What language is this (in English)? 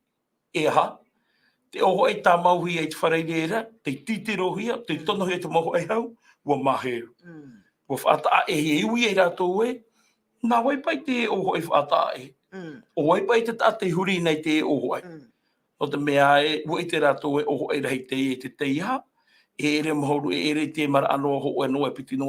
Tahitian